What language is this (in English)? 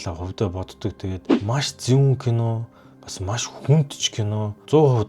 Mongolian